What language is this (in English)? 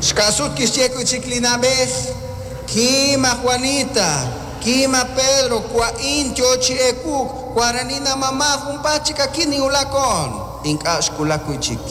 Kekchí